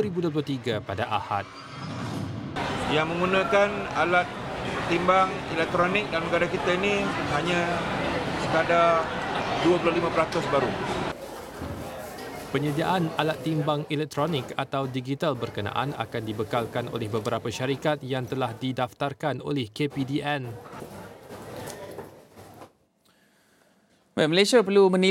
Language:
Malay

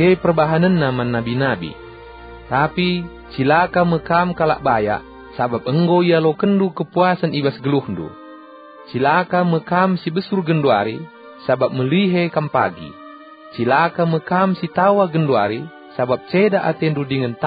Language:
Batak Karo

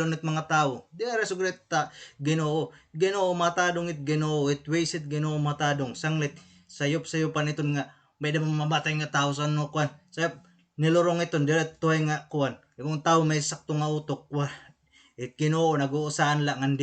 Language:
Waray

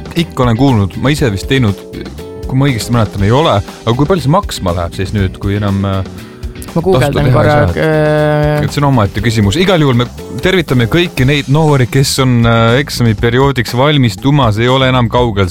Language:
Estonian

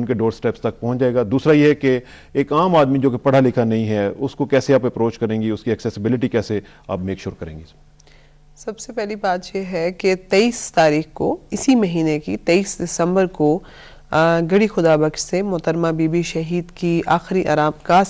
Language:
Urdu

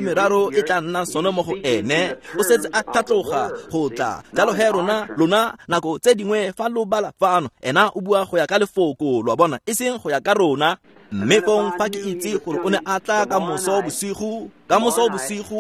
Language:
Tswana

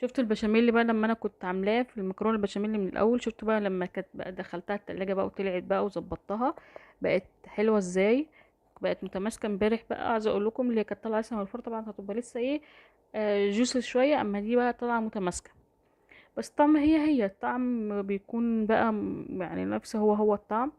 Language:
Egyptian Arabic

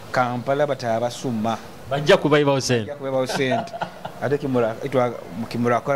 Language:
Nyoro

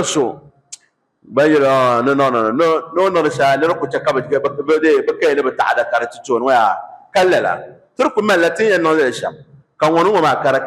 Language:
Dagbani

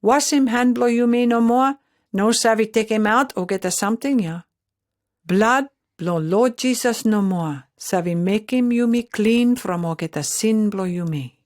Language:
Pijin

